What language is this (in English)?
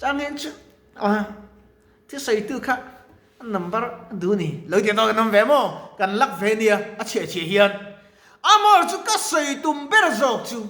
Mizo